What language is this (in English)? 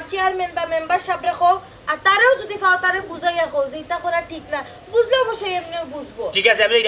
Sylheti